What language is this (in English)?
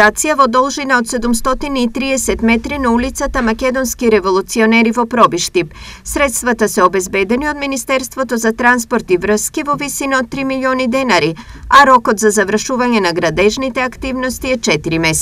Macedonian